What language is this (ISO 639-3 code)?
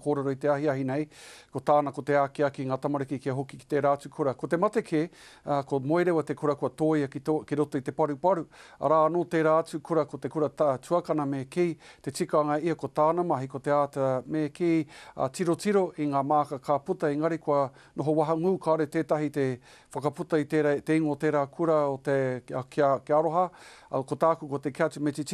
mri